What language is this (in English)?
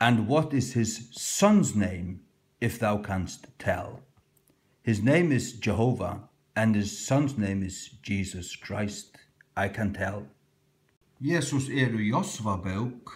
Faroese